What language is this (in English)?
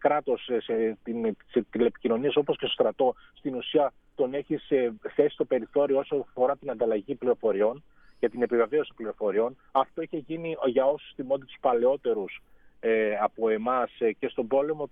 Greek